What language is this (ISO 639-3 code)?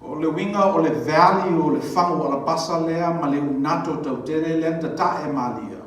smo